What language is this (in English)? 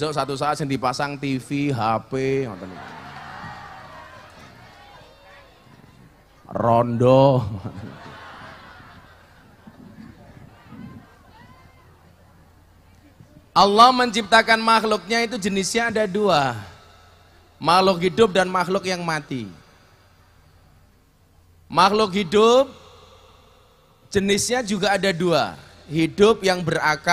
Indonesian